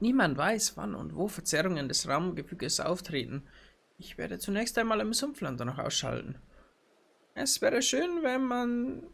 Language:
Bavarian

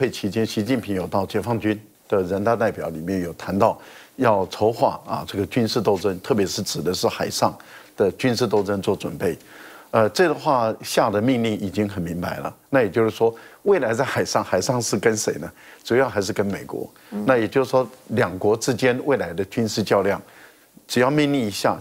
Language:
Chinese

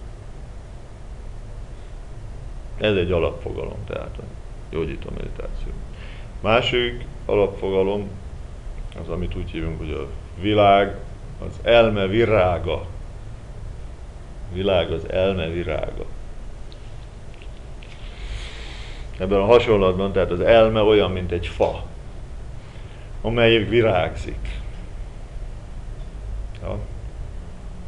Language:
Hungarian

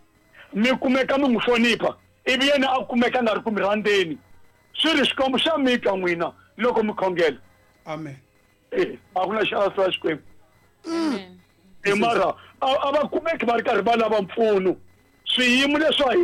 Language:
Tsonga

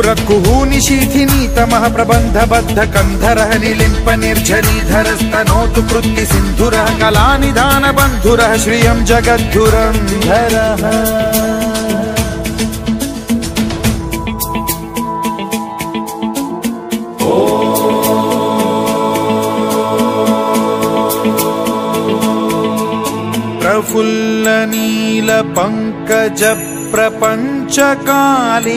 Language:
Sanskrit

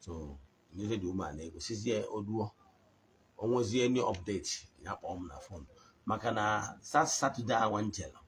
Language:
Igbo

